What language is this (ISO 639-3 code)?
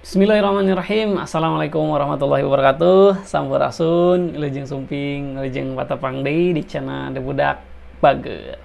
sun